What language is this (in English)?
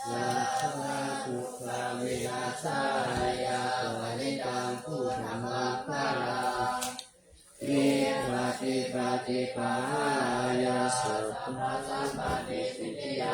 Pali